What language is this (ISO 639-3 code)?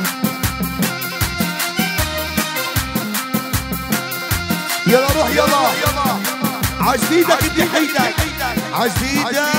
ajp